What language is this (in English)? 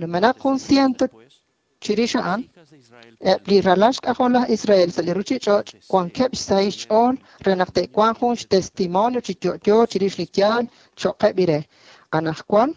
Kekchí